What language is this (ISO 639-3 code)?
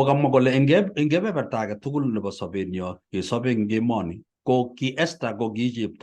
kln